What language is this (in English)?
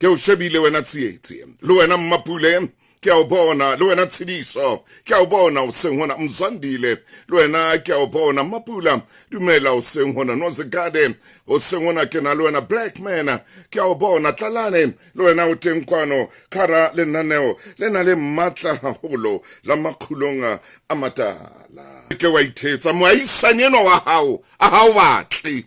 Southern Sotho